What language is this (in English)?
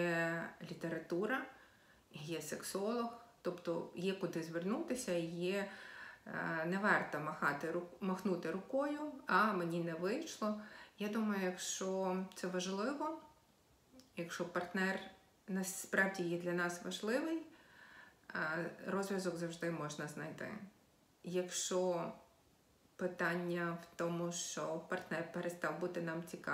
Ukrainian